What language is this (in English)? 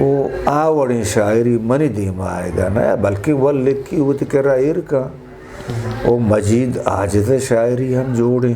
Eastern Balochi